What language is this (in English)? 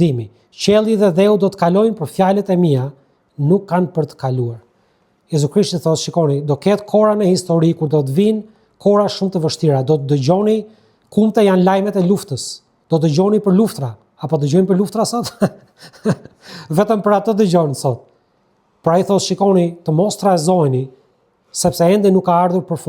Albanian